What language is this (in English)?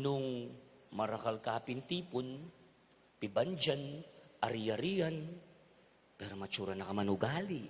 Pampanga